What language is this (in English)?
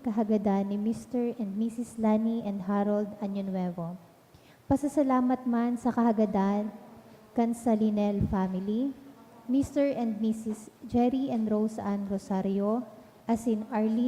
Bikol